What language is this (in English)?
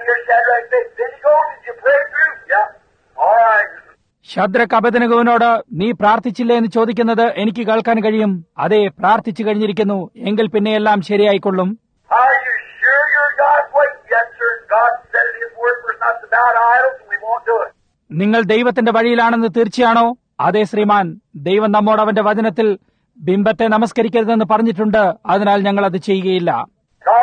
Malayalam